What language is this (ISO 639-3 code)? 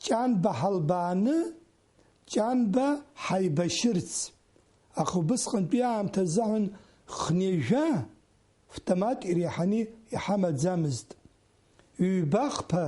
abk